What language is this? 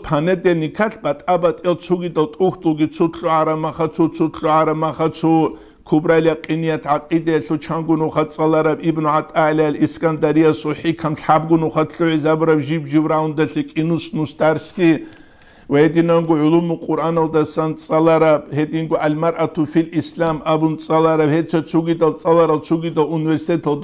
Avaric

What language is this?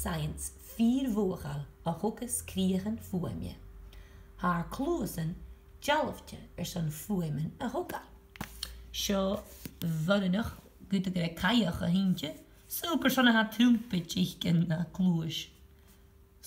Scottish Gaelic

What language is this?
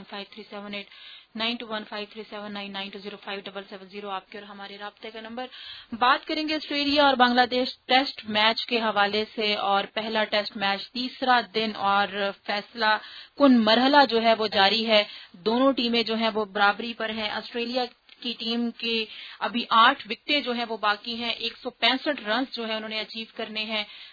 Urdu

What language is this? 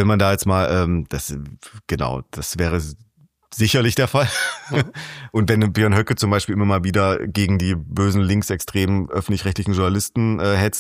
German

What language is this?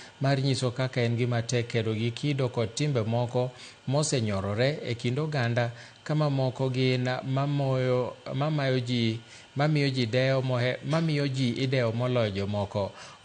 Luo (Kenya and Tanzania)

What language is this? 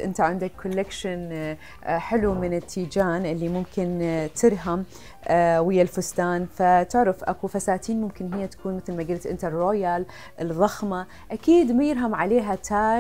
Mesopotamian Arabic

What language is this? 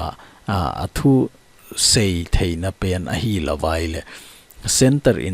Thado Chin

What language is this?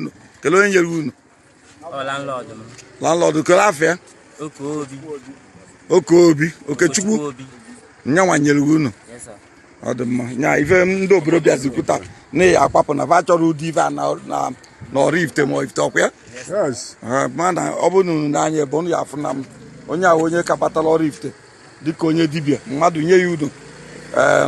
Igbo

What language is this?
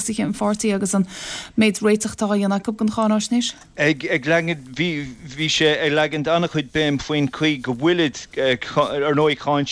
Irish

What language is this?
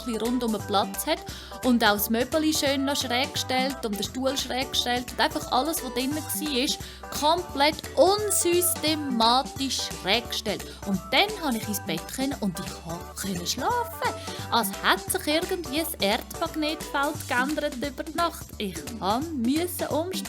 Swiss German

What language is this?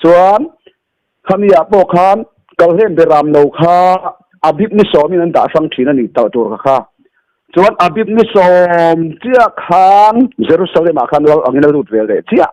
Mizo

